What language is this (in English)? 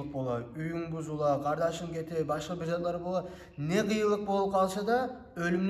Kumyk